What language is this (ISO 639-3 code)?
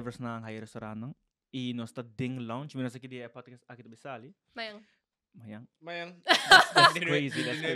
pap